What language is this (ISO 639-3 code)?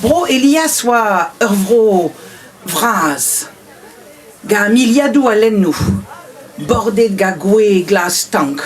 bre